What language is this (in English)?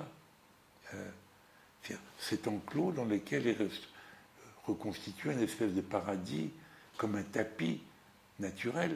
French